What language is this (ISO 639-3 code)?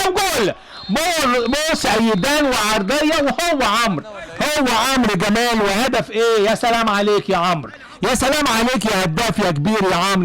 arz